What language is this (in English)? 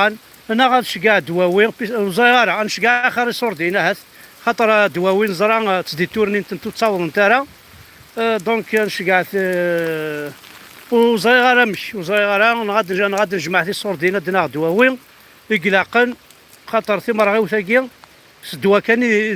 Kabyle